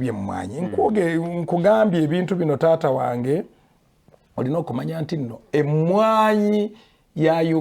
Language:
Ganda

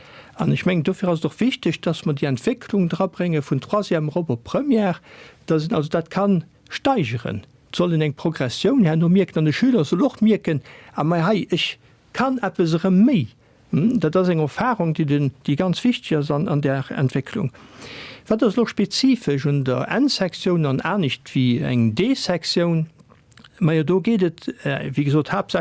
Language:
Luxembourgish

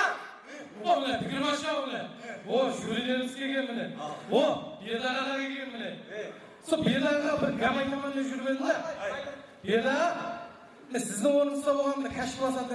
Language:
Kara-Kalpak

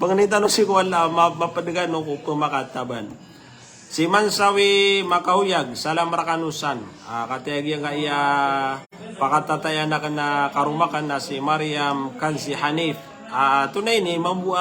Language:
Maranao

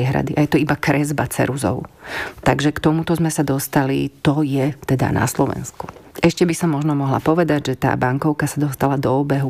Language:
Slovak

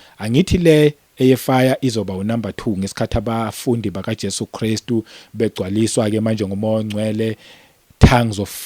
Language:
Zulu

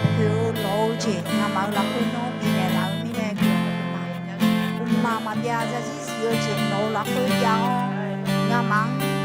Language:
Akha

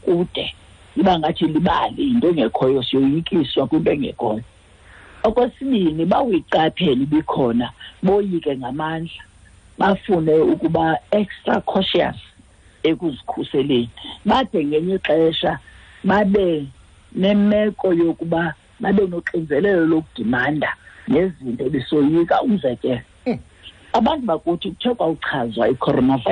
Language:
Xhosa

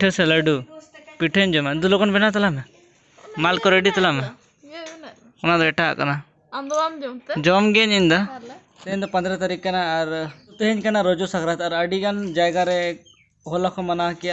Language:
Santali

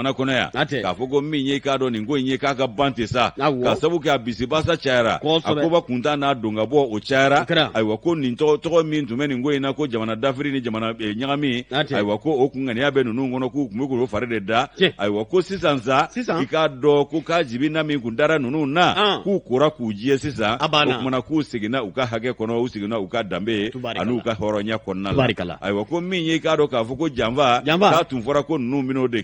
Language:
Bambara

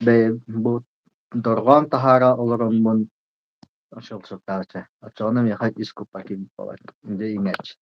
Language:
Yakut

